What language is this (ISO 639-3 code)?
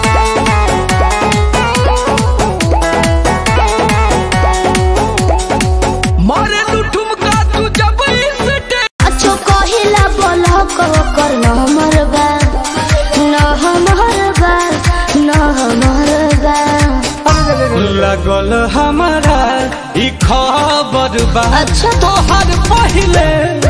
bho